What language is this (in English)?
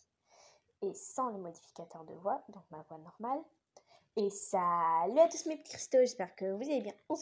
French